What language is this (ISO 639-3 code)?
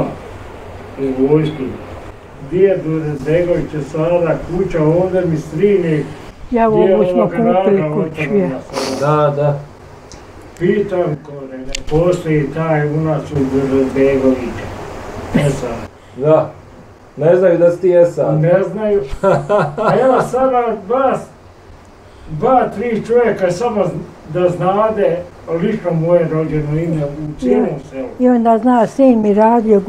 bos